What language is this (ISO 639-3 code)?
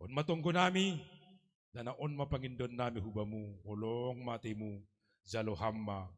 bts